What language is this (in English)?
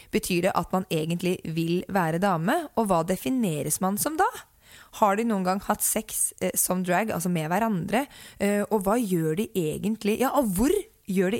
Norwegian